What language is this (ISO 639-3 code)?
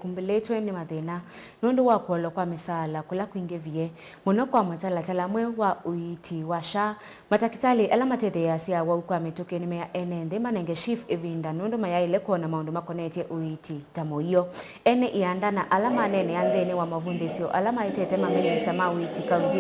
kam